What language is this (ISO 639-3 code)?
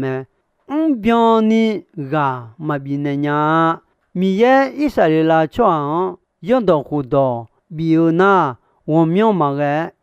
ahk